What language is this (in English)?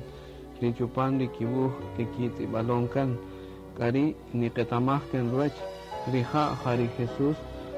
Kaqchikel